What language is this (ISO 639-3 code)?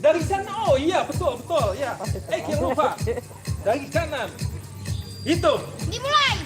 bjn